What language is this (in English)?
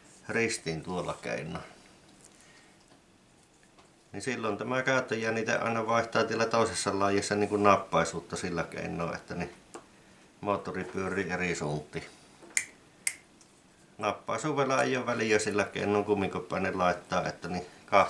Finnish